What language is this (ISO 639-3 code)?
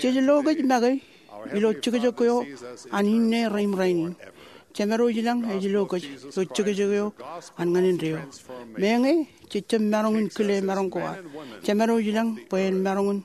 mah